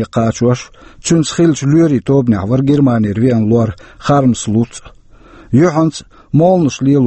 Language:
Chechen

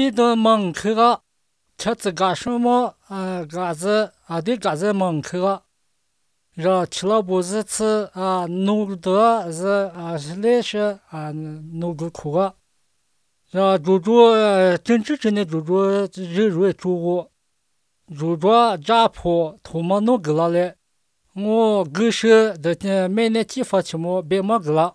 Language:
Chinese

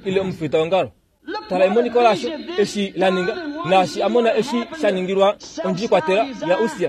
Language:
Kuanyama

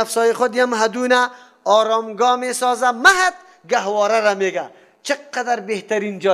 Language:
Persian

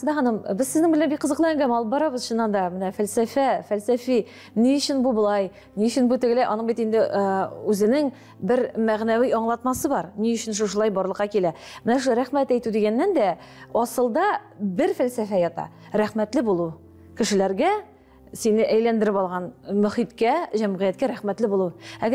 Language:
Tatar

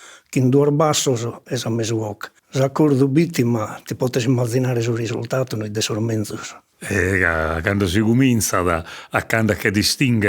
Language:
Sardinian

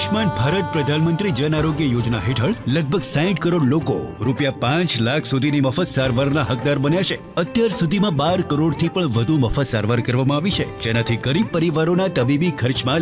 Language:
Gujarati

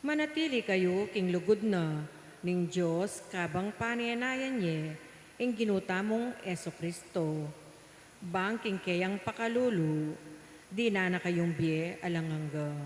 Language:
Pampanga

